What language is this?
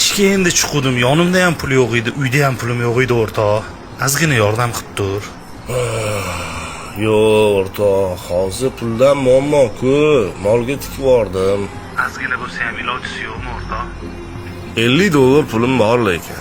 Uzbek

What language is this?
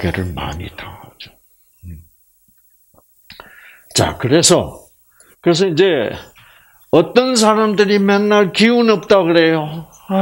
Korean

